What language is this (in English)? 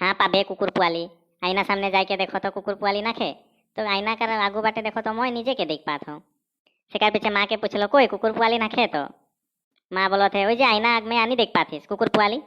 Sadri